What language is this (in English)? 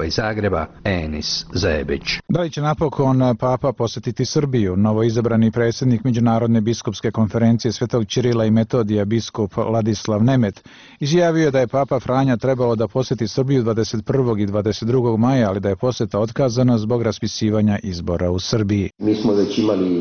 Bosnian